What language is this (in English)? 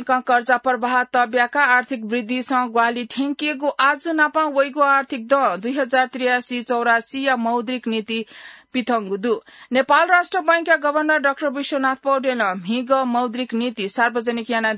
Newari